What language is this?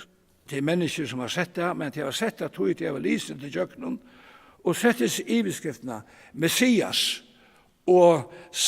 Faroese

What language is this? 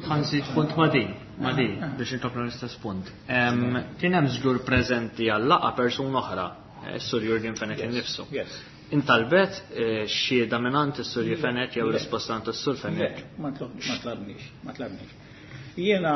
Maltese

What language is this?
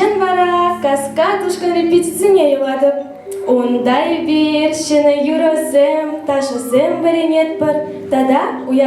Chuvash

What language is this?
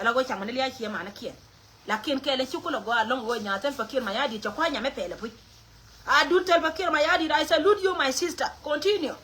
Nuer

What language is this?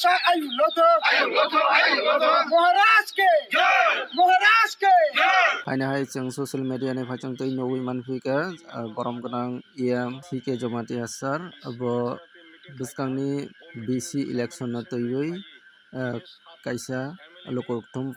Kok Borok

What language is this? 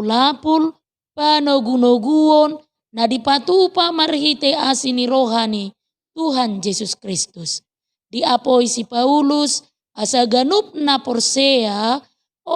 Batak Toba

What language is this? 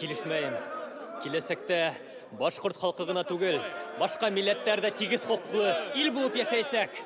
Bashkir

